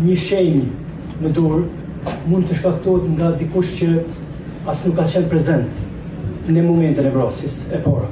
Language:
Albanian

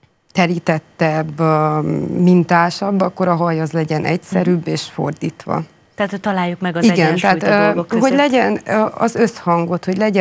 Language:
Hungarian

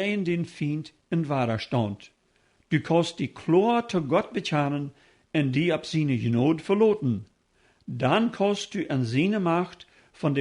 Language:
Plautdietsch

